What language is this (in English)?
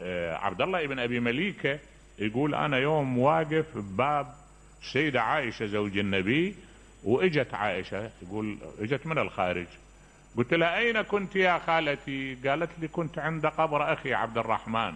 Mesopotamian Arabic